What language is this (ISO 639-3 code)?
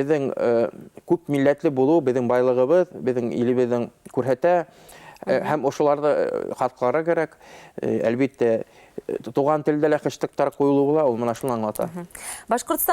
bak